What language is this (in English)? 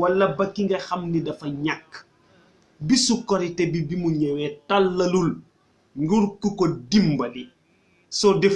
Wolof